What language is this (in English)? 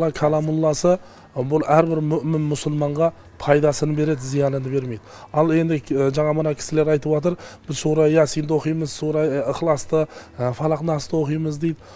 Kazakh